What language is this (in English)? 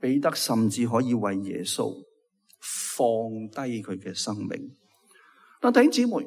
Cantonese